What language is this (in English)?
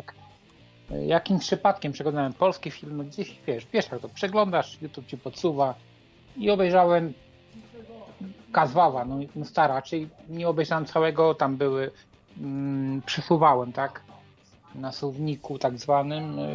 Polish